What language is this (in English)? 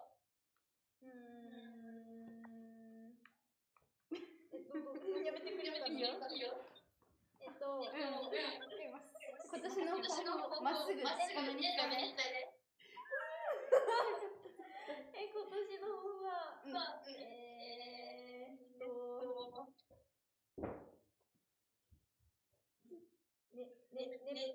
Japanese